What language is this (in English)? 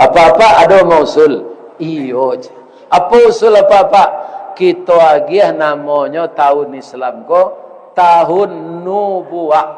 Minangkabau